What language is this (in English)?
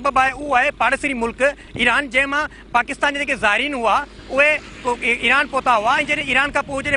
Sindhi